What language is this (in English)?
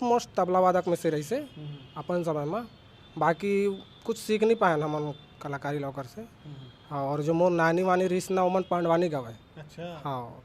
Chhattisgarhi